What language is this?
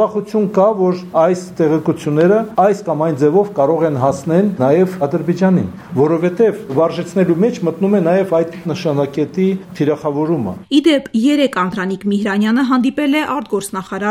Armenian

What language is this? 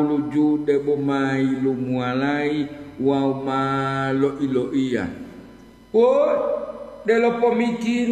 Gorontalo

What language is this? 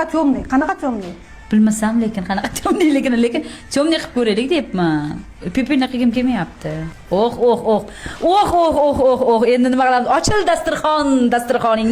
Uzbek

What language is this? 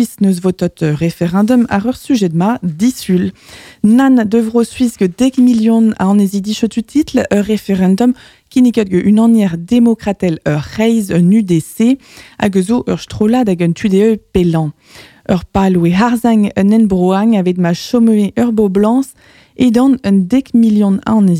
Breton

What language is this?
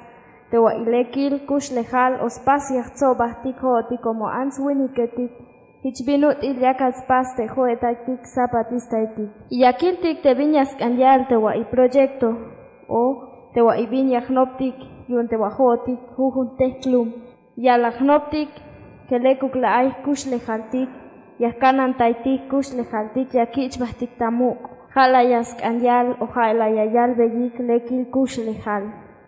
Tzeltal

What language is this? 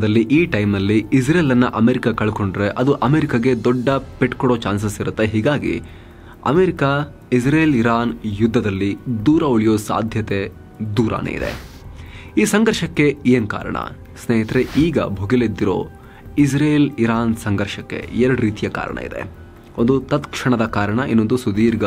Kannada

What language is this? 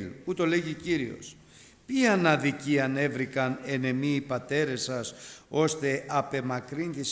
Greek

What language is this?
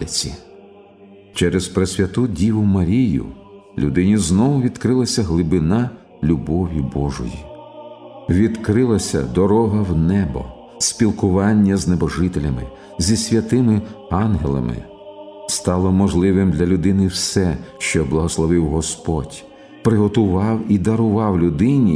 Ukrainian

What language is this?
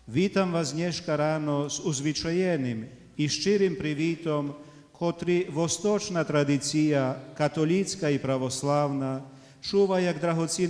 Rusyn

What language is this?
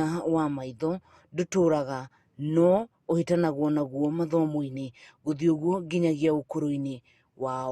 Kikuyu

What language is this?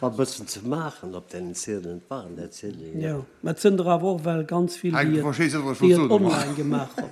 Luxembourgish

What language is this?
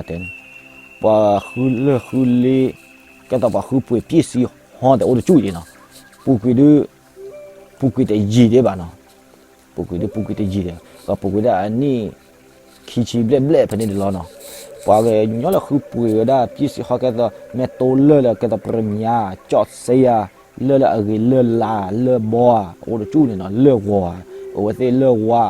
S'gaw Karen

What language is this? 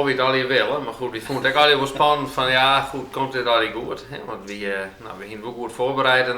Western Frisian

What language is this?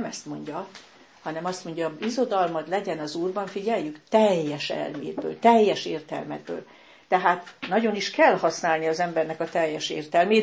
Hungarian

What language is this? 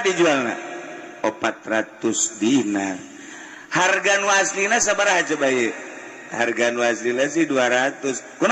Sundanese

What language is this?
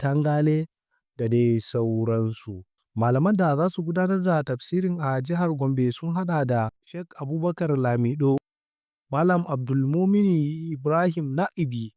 Hausa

